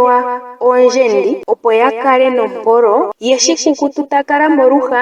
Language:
Ndonga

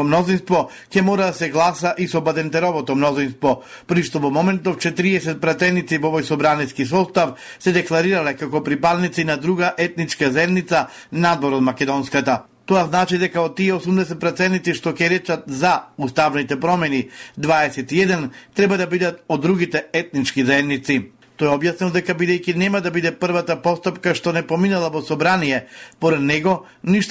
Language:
Macedonian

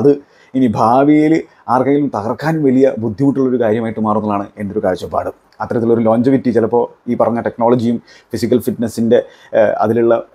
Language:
Malayalam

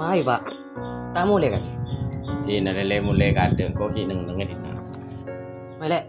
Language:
Madurese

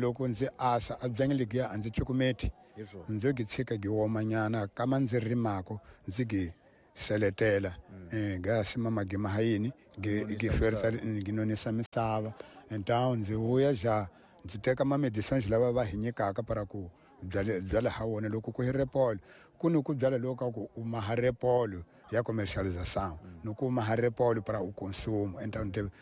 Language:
Tsonga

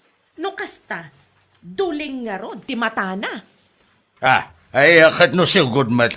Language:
Iloko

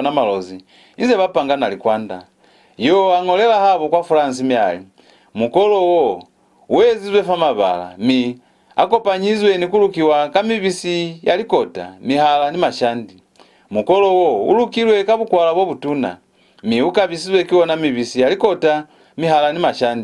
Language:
Lozi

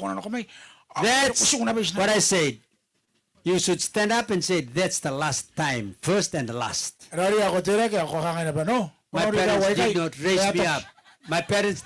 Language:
Gilbertese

